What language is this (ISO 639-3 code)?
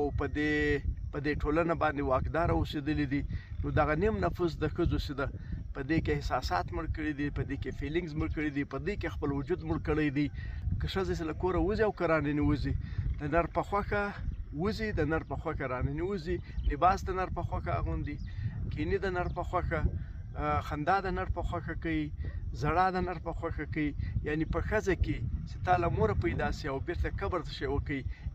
pus